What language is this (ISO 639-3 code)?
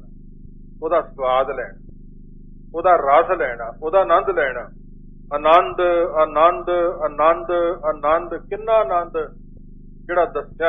pan